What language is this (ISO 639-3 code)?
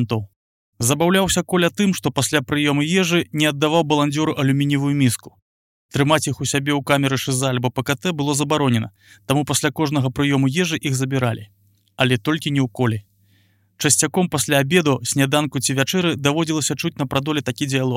bel